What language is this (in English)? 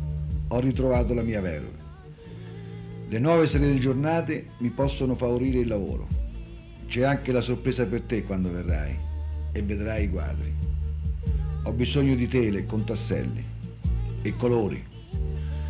Italian